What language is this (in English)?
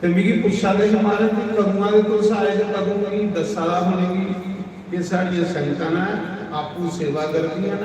Dogri